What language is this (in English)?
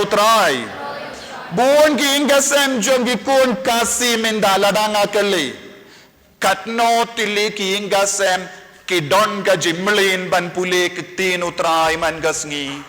Khasi